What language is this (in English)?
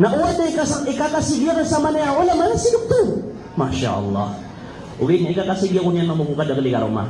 Maranao